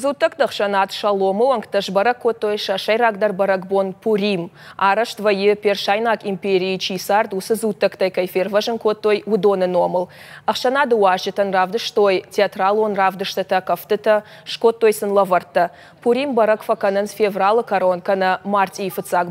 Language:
Ossetic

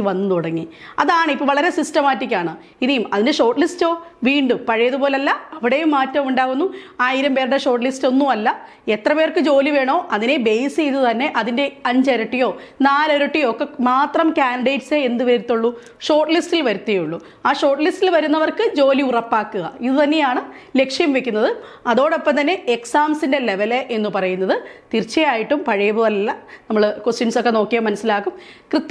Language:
Malayalam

